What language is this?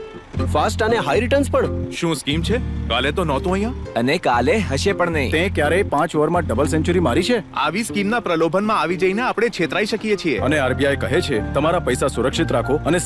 Gujarati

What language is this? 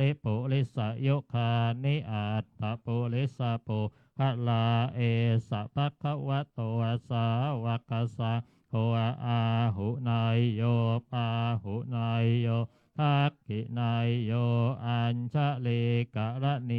Pali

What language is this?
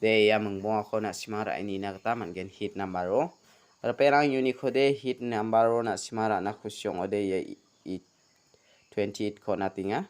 Garo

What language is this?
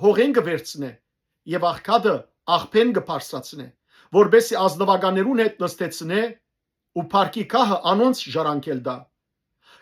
Western Armenian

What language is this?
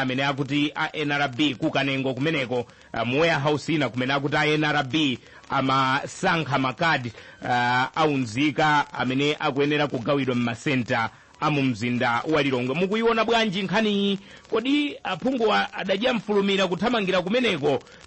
Nyanja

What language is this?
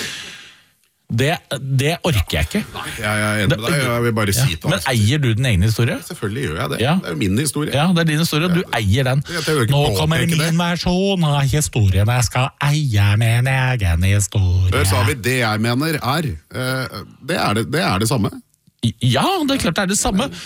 Norwegian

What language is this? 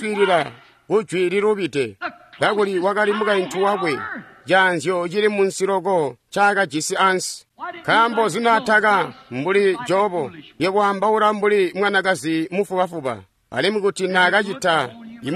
Tonga (Zambia)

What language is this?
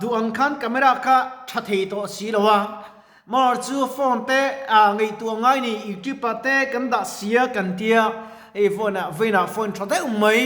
Mizo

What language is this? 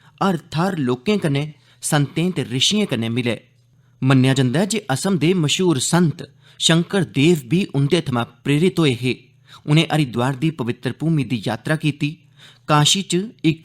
Dogri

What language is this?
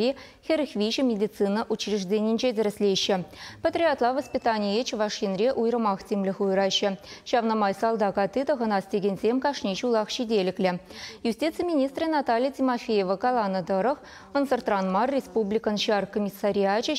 Chuvash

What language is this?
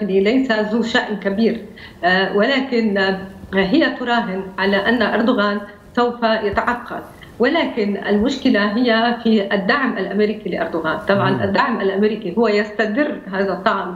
Arabic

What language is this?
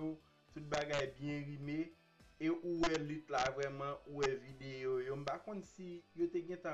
Haitian Creole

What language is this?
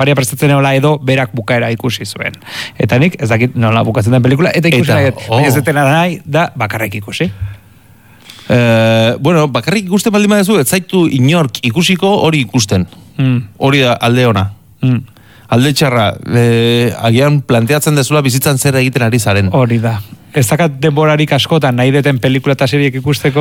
Basque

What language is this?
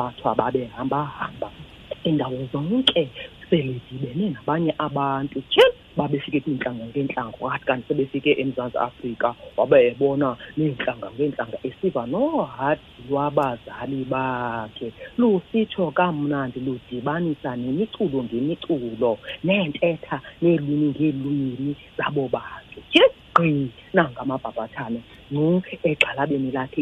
Xhosa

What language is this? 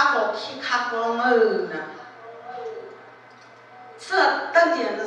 Vietnamese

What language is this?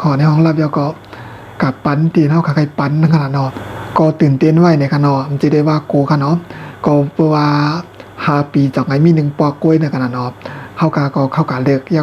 Shan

